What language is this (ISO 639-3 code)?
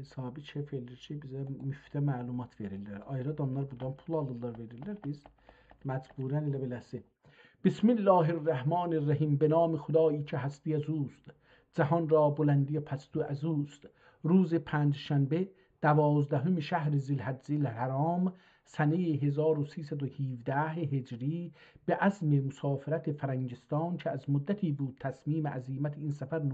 azb